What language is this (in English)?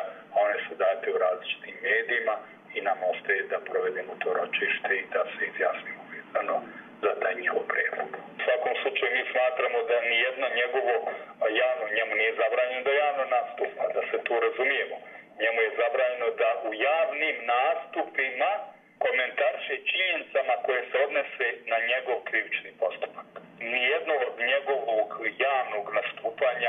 Croatian